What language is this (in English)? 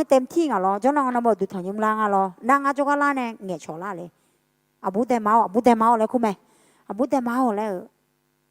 Akha